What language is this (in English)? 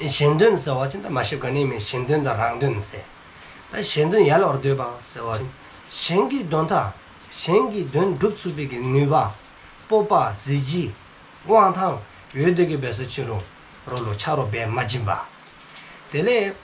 Dzongkha